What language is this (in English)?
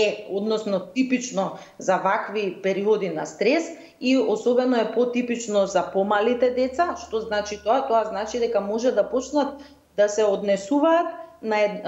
Macedonian